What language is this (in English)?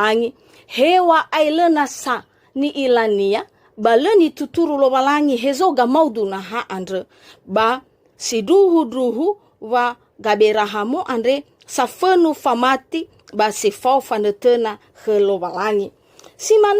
Nias